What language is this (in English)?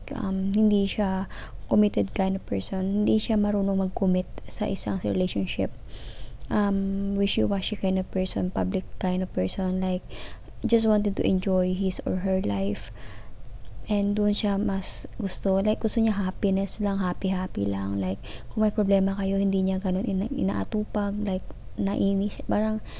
Filipino